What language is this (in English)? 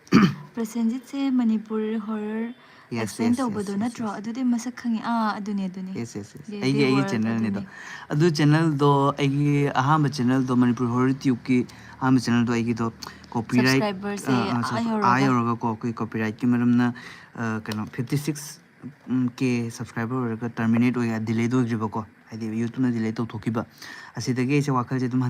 Manipuri